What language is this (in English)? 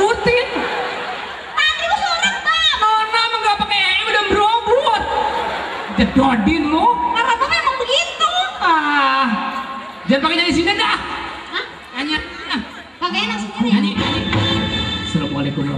Betawi